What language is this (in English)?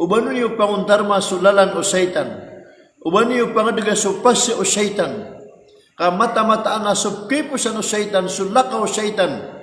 Maranao